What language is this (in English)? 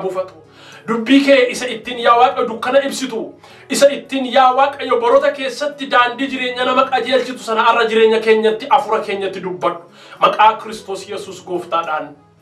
Oromo